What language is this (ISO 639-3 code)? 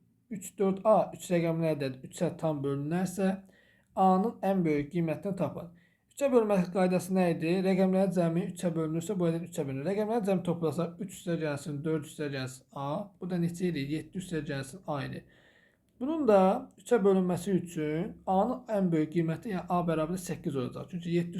aze